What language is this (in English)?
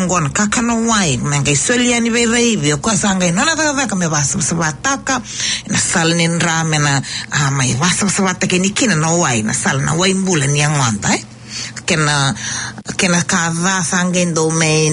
Fijian